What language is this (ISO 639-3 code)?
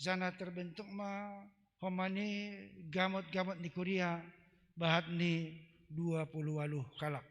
bts